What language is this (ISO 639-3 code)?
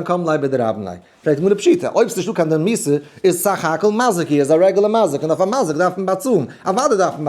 yid